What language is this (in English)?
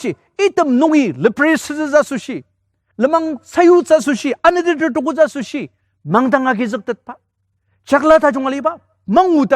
Ao Naga